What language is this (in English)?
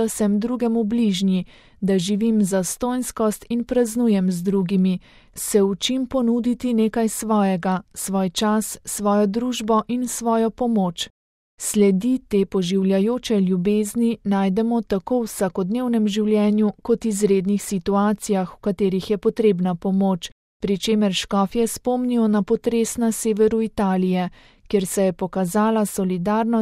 Slovenian